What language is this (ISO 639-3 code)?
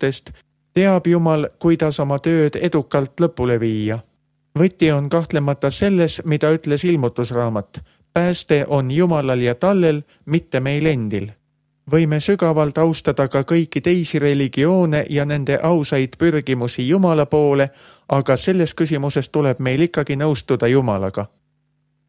est